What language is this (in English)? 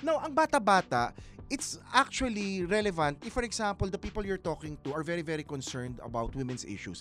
Filipino